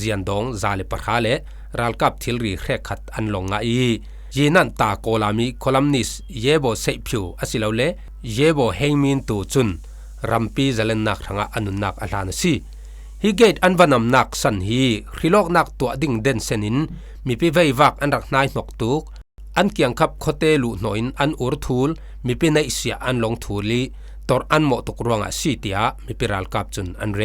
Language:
Falam Chin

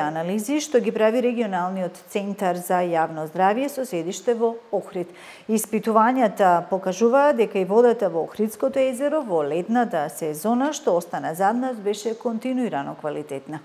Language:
Macedonian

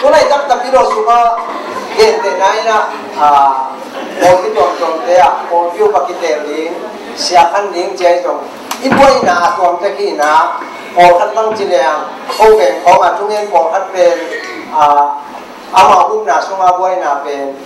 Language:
Tedim Chin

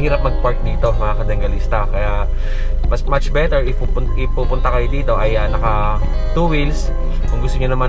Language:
Filipino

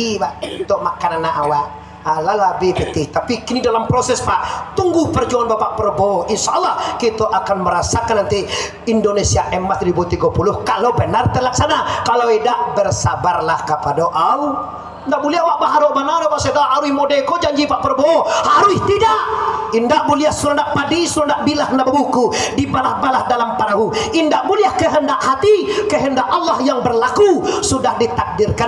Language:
Minangkabau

